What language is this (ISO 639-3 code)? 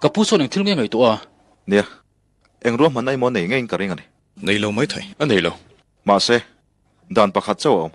lus